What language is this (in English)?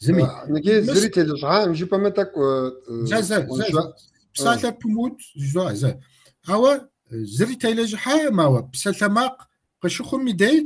Kabardian